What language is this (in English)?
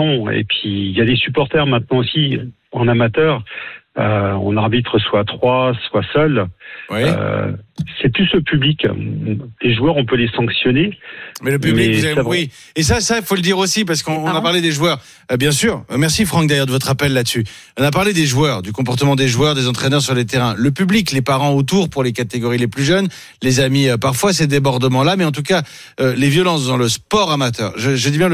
French